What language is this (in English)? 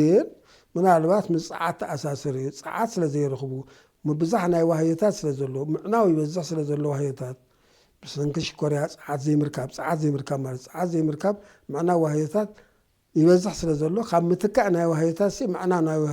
Tigrinya